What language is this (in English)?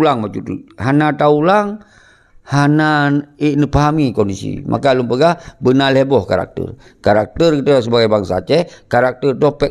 Achinese